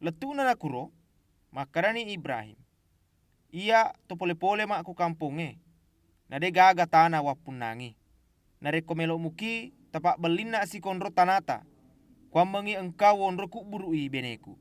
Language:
Buginese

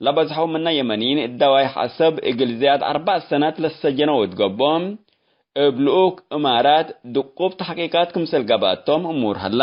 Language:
Tigre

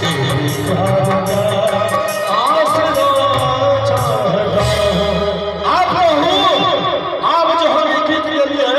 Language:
Maithili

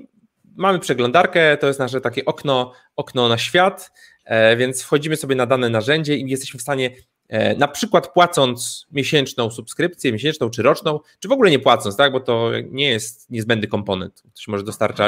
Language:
Polish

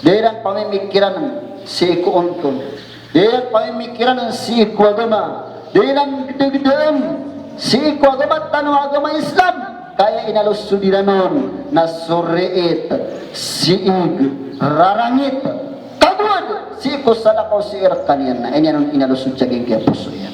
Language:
Maranao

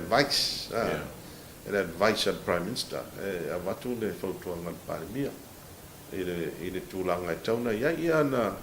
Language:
Samoan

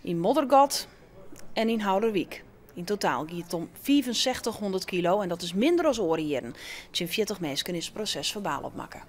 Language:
Western Frisian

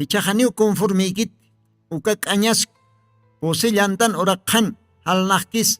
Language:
Aymara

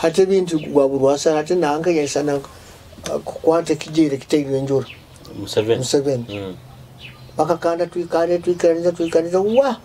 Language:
Nyoro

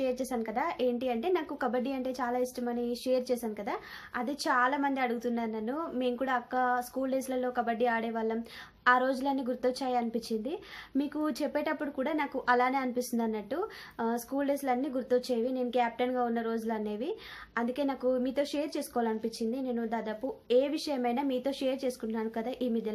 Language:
Telugu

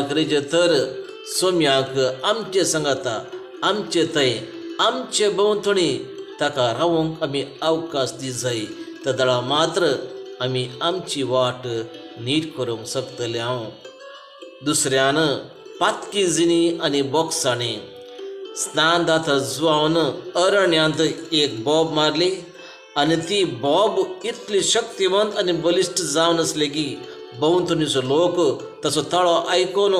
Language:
Konkani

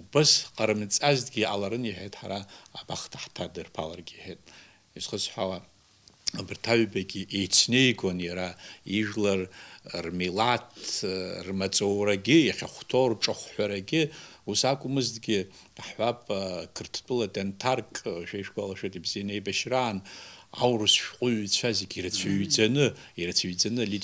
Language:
Abkhazian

